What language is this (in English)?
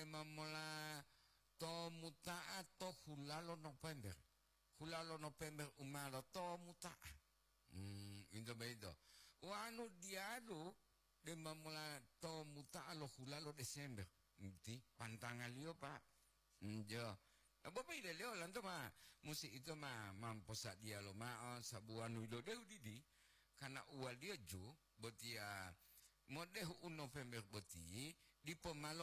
Gorontalo